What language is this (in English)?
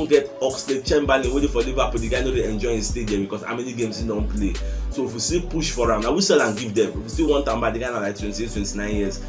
Nigerian Pidgin